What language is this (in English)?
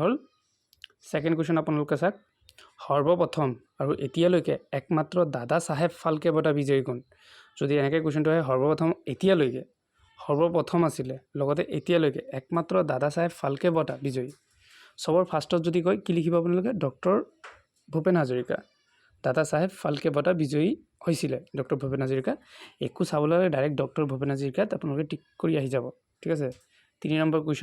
Assamese